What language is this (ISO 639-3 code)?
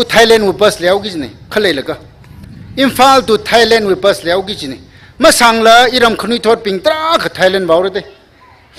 nmf